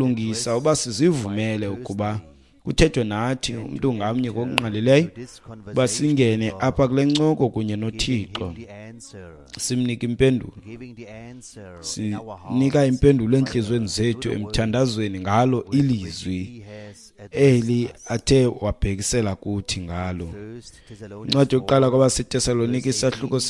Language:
Xhosa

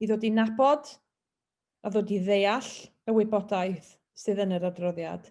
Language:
Welsh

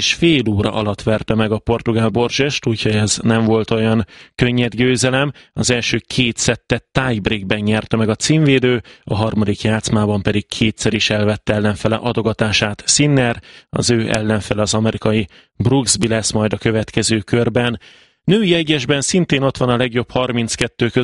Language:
Hungarian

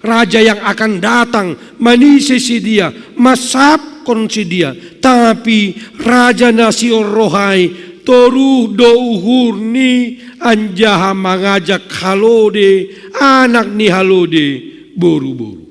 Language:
Batak Simalungun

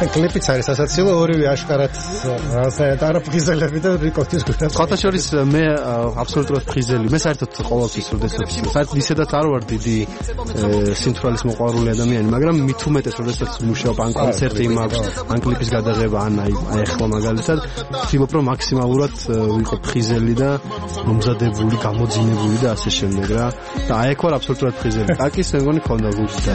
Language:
Georgian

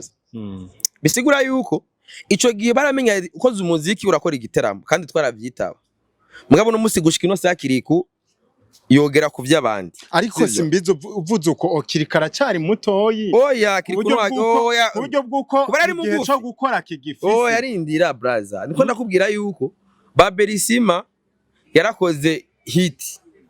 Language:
Rundi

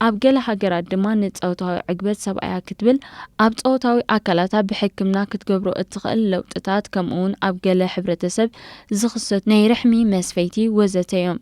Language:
Tigrinya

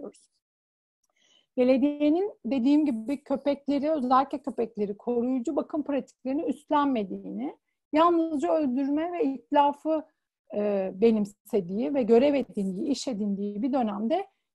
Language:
Turkish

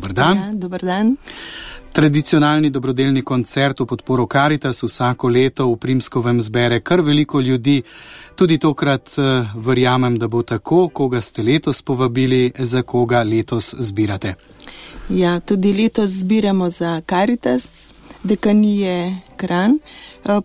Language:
Slovenian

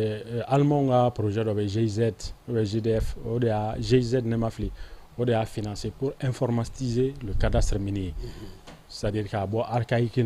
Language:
Bambara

